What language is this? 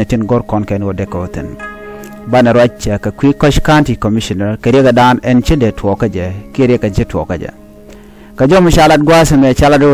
Nuer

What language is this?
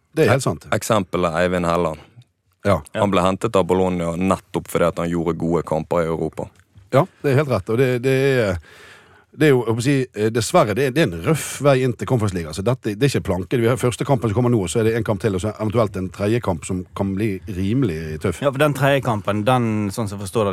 Norwegian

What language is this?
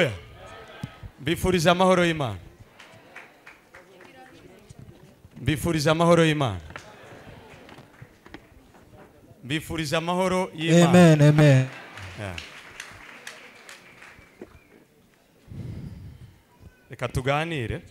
Kinyarwanda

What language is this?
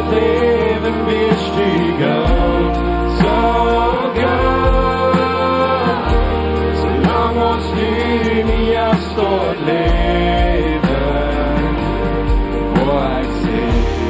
Plautdietsch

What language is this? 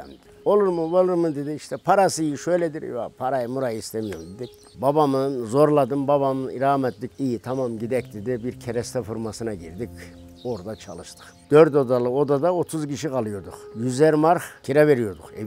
Turkish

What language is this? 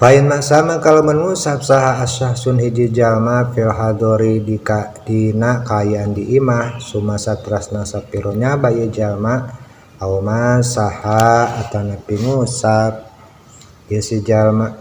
Sundanese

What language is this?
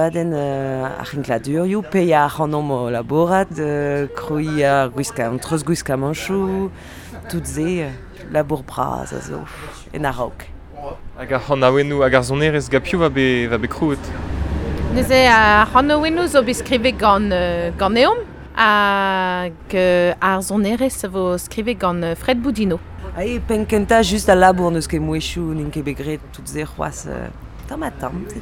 Breton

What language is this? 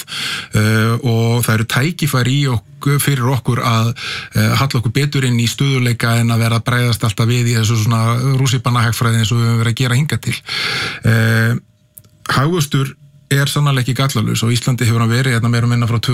Icelandic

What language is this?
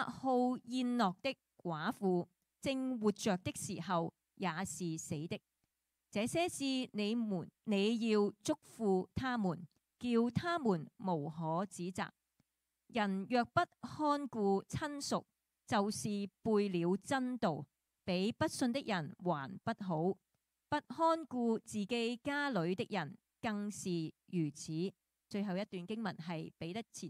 Cantonese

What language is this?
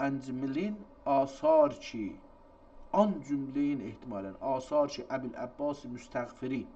South Azerbaijani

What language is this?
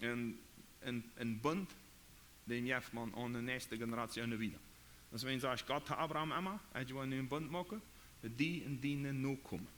Plautdietsch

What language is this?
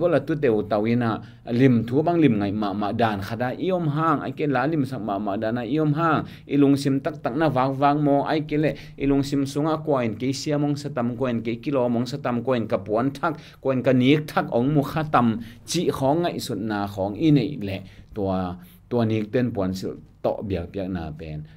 Tedim Chin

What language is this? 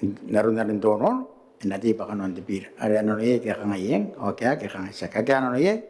Gilbertese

